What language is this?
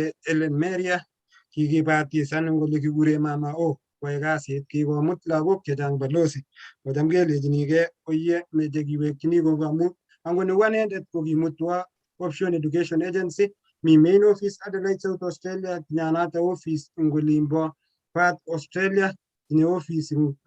Kalenjin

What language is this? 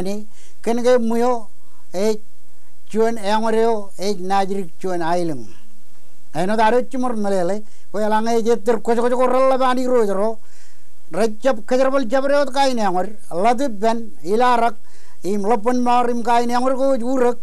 Marshallese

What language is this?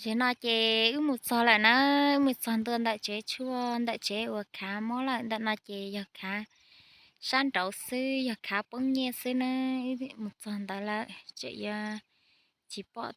Hmong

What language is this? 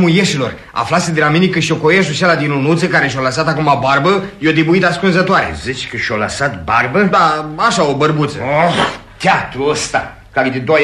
Romanian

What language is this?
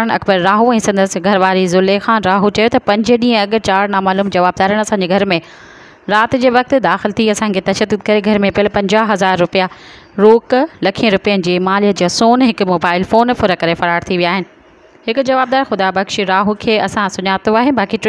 Sindhi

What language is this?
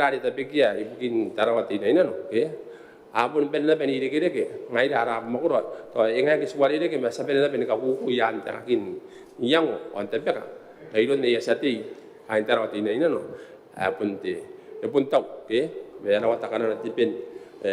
Gilbertese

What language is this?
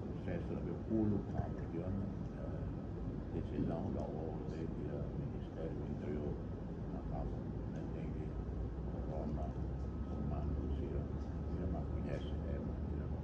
Tetum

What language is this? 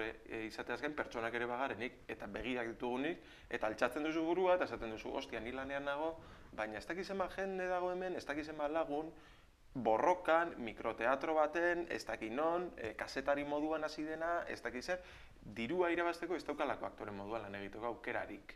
Basque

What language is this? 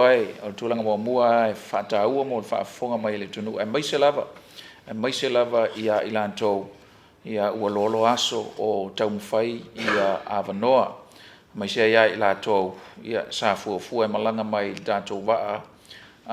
Samoan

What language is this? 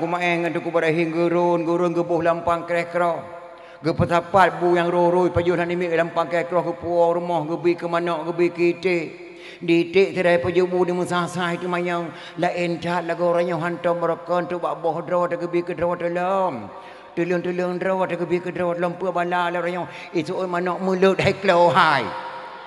Achinese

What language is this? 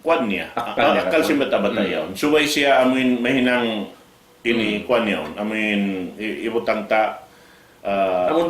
Tausug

